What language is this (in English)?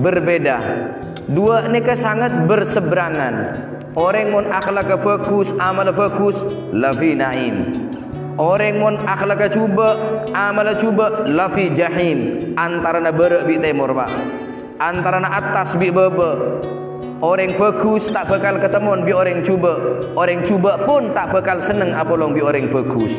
Madurese